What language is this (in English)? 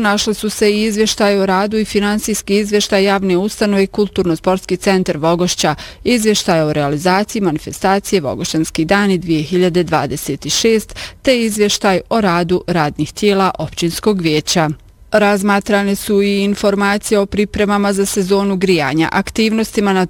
Bosnian